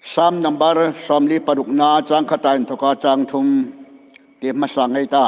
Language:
Hmar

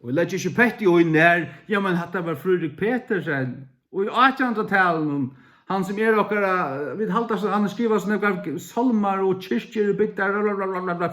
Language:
Faroese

